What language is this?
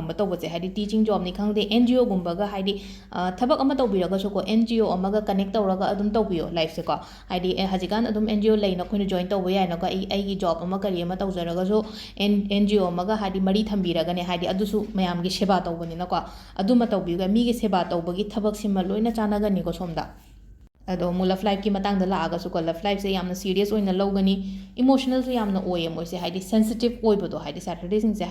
Manipuri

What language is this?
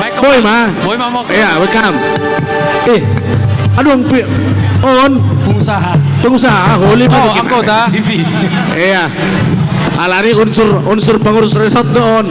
Batak Simalungun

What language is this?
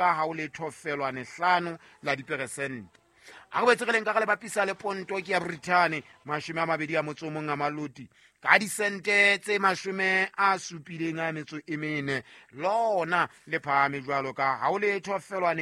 Southern Sotho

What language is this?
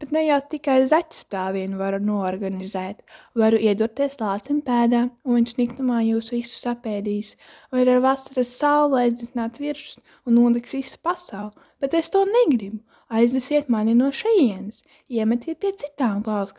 Latvian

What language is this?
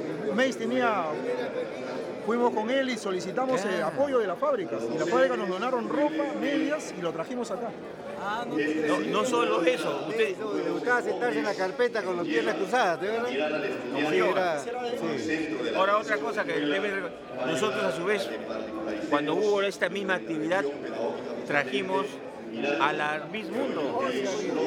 Spanish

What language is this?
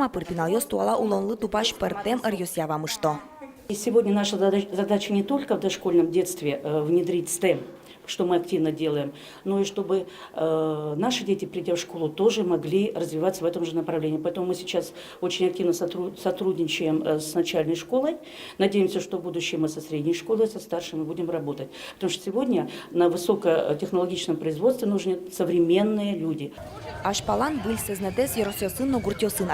Udmurt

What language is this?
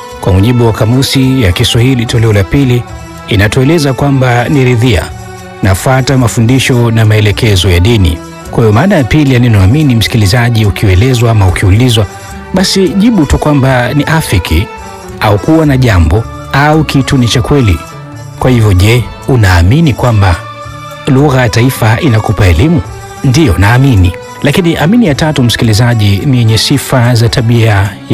Swahili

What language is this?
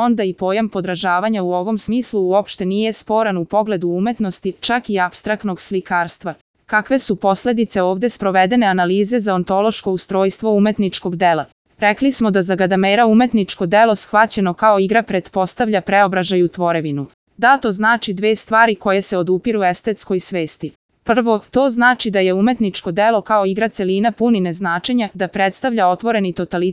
Serbian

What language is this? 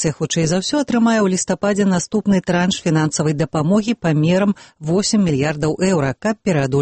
Belarusian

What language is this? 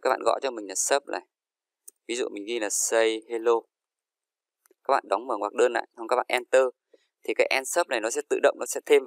Vietnamese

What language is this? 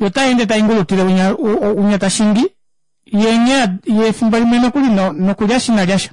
Kuanyama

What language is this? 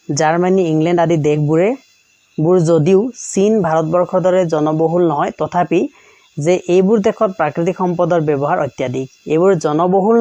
Assamese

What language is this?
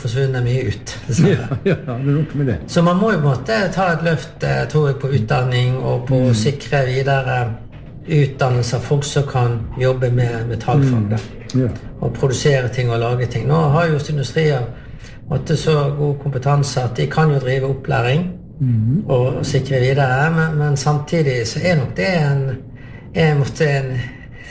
Norwegian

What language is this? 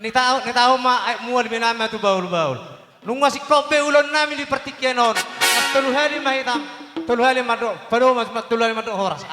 Batak Toba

